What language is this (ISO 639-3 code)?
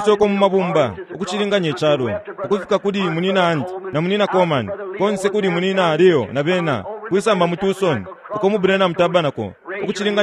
bem